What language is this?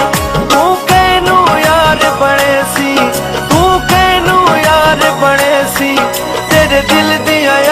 Pahari-Potwari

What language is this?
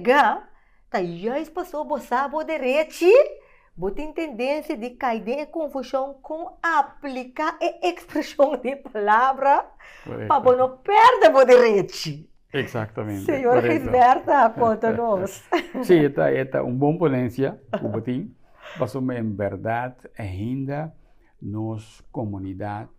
Papiamento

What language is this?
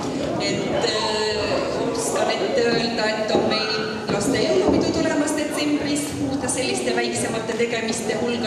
Estonian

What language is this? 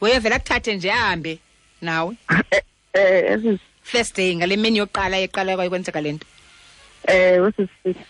Xhosa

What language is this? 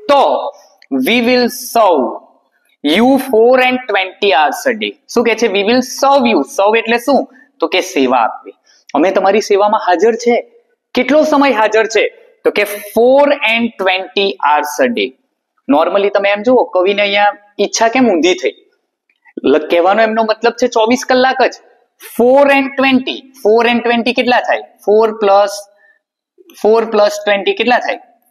Gujarati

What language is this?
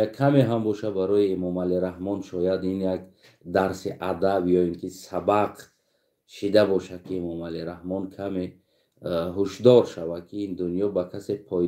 Tajik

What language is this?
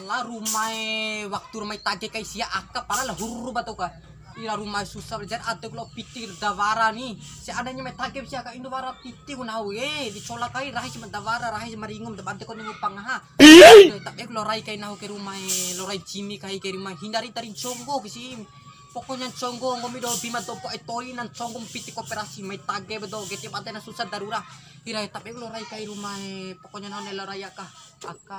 Bima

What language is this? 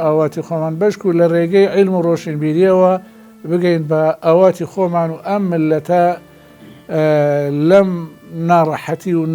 Central Kurdish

